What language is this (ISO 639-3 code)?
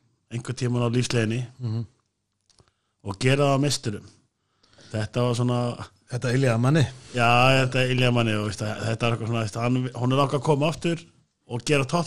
isl